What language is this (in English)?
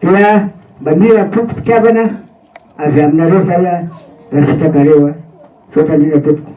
Malagasy